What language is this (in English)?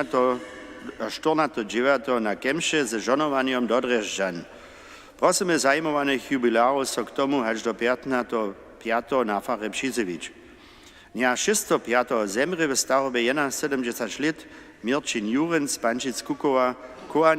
Upper Sorbian